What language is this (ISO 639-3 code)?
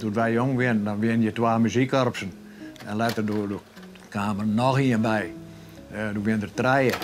fry